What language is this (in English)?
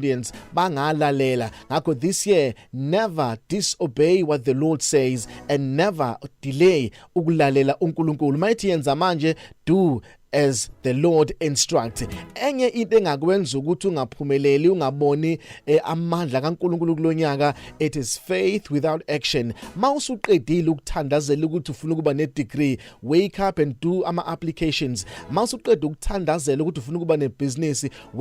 Zulu